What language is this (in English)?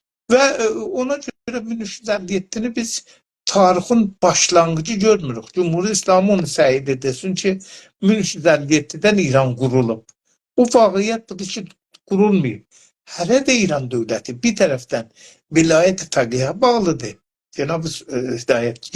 South Azerbaijani